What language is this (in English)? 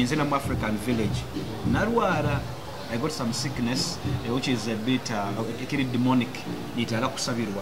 Nyoro